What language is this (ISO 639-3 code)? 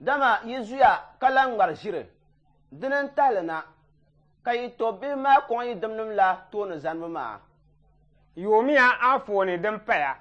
dag